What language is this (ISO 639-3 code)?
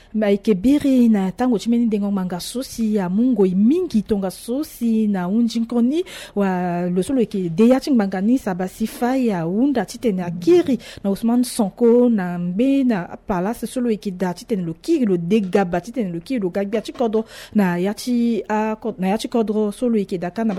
sag